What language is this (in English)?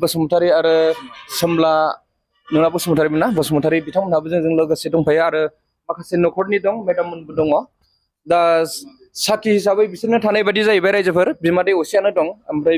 Bodo